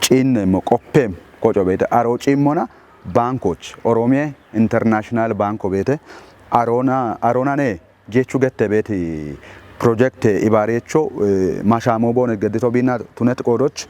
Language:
Kafa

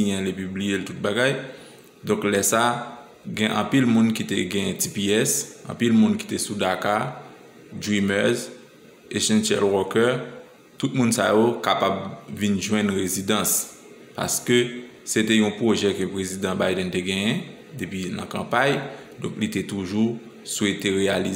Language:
Haitian Creole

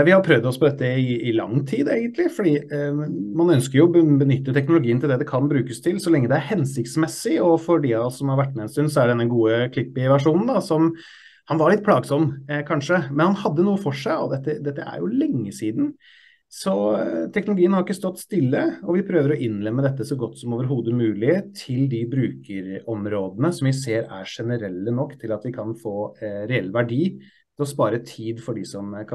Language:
Norwegian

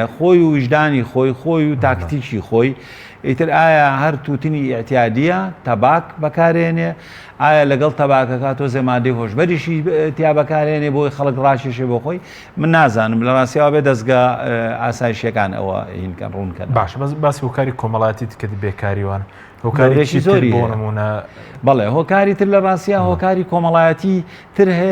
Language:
Central Kurdish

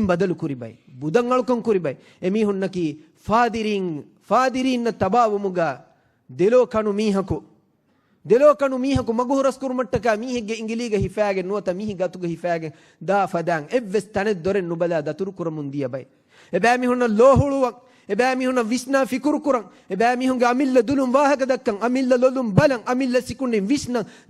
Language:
Divehi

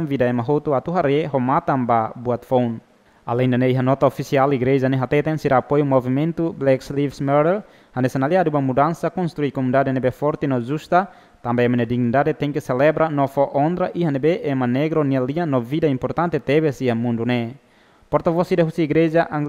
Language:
Tetum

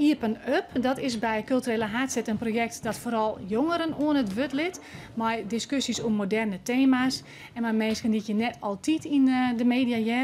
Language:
Western Frisian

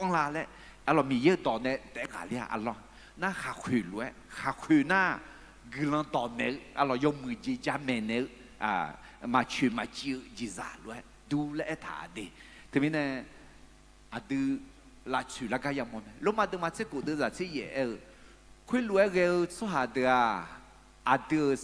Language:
Akha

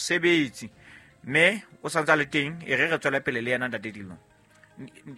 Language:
Southern Sotho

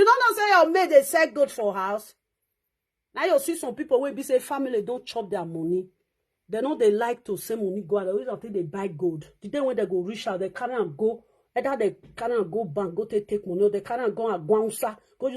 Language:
Nigerian Pidgin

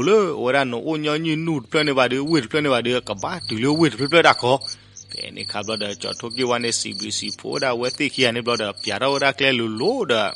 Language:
S'gaw Karen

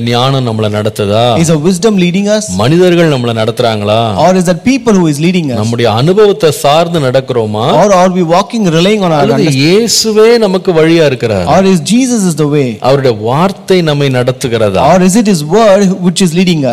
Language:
Tamil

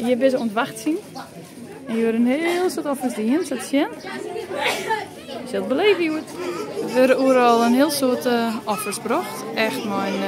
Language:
Western Frisian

